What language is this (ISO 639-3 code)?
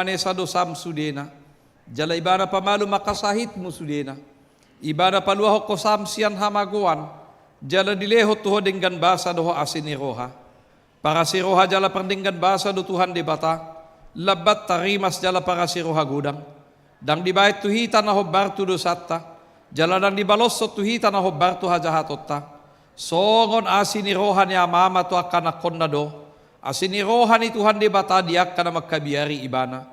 bbc